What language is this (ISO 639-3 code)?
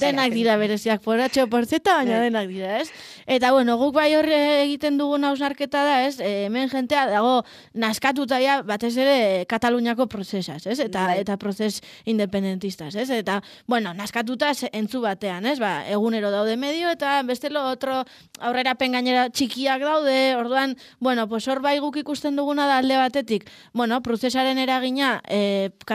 eus